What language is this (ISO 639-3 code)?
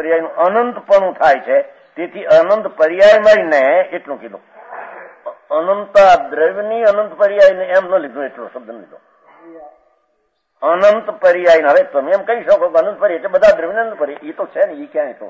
guj